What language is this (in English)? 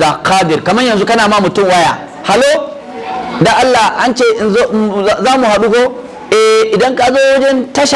Hausa